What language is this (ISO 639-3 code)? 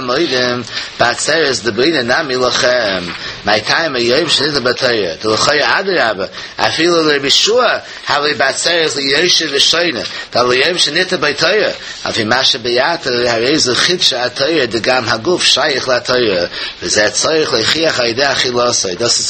yid